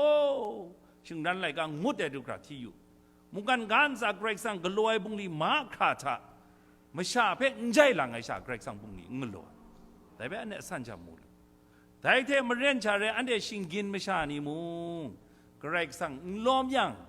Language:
Kachin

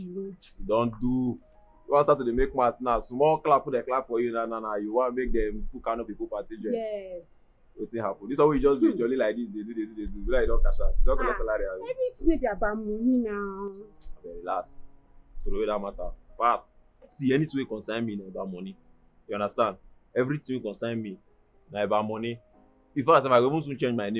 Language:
Nigerian Pidgin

